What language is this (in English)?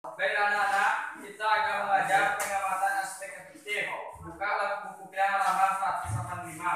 Minangkabau